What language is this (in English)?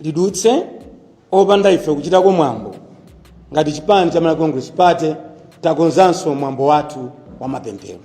Nyanja